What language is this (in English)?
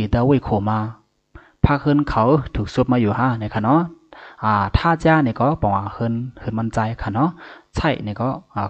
Shan